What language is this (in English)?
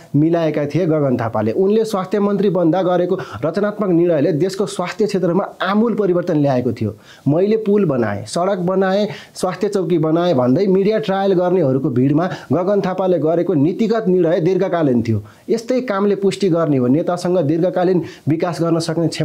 Nepali